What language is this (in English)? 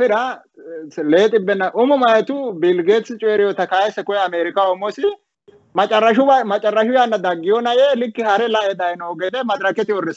Sidamo